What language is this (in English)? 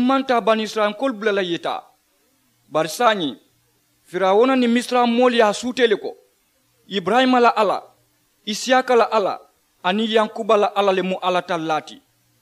Mandingo